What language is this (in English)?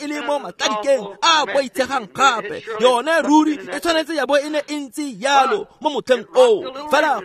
Tswana